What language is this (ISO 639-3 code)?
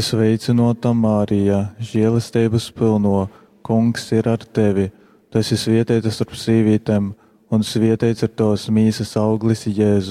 ltg